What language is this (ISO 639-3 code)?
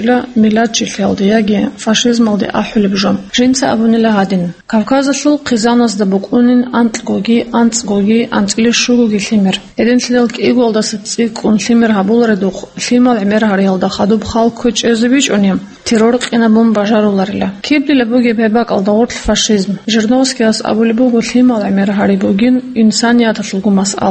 ava